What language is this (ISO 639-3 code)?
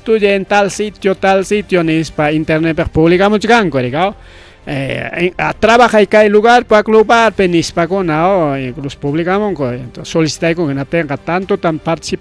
quy